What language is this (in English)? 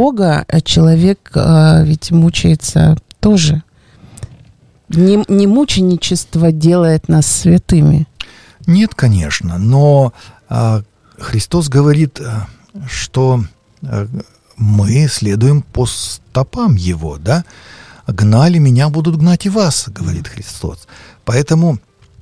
Russian